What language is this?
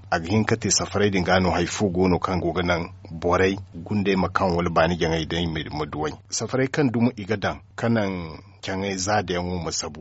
Zarma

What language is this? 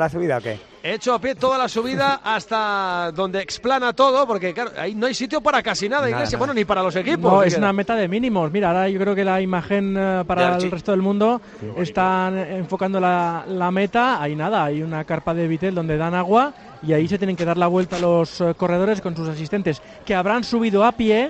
Spanish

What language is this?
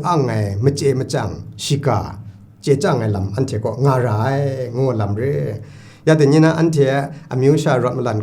Kachin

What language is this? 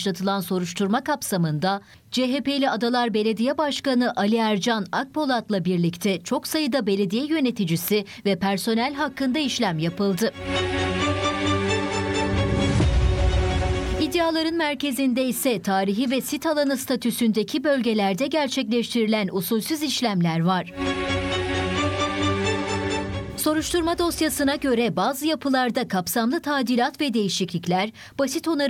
Turkish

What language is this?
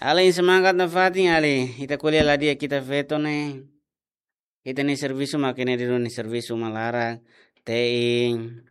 Tetum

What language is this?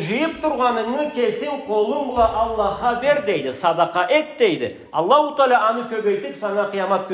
Karachay-Balkar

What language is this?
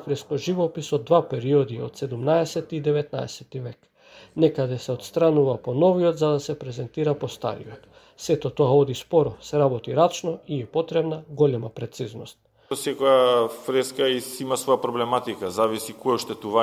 Macedonian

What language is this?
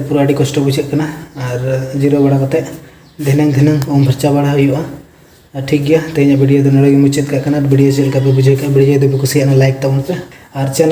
Santali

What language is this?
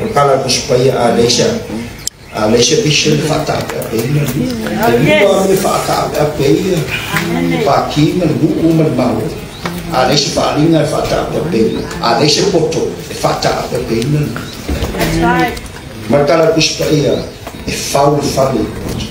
Samoan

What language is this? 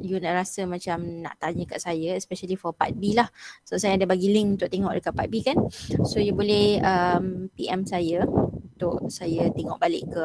Malay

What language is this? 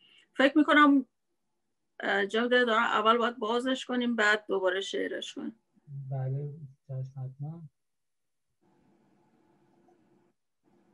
Persian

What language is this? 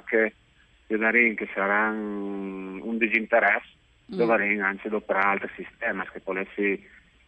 Friulian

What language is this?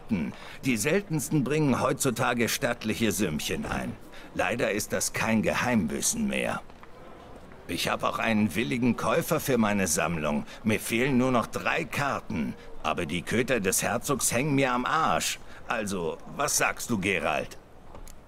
German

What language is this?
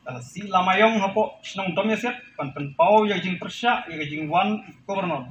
Khasi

